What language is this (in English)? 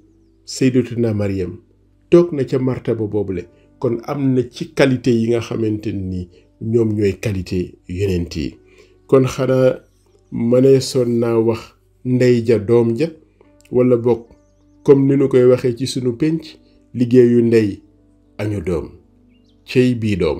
Wolof